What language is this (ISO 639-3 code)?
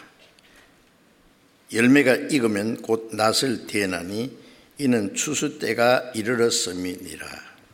kor